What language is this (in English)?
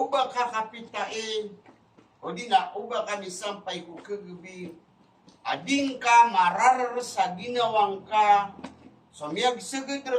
Maranao